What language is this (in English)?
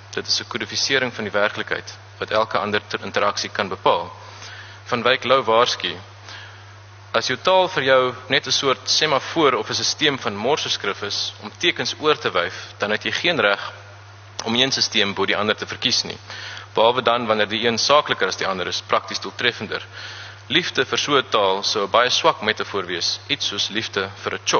Afrikaans